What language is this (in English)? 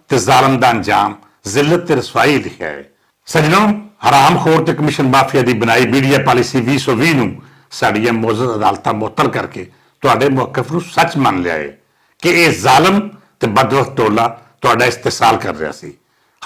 Western Panjabi